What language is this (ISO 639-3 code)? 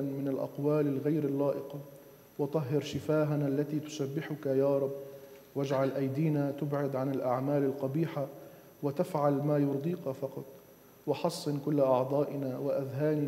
ara